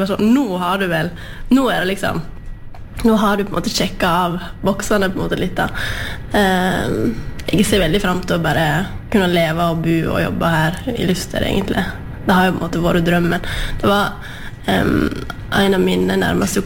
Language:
Norwegian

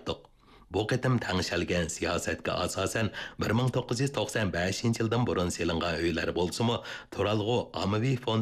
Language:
Uyghur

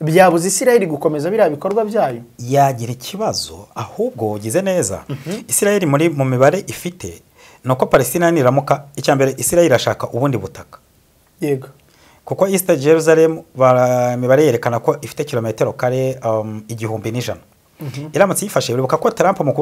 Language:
Kinyarwanda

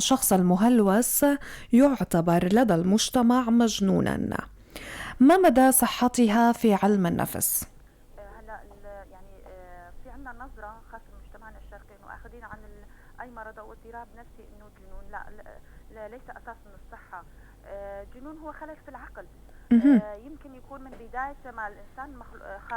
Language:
North Levantine Arabic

